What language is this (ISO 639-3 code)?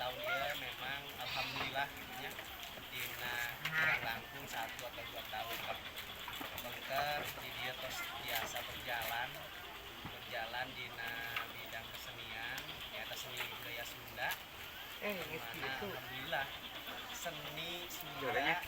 sun